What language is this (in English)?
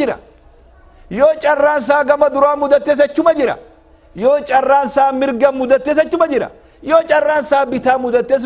Oromo